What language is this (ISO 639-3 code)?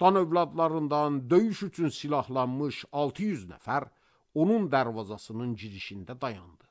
aze